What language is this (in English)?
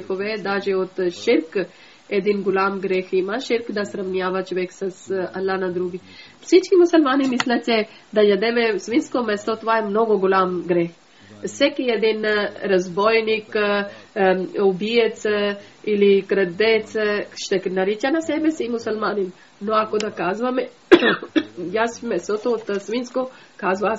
Bulgarian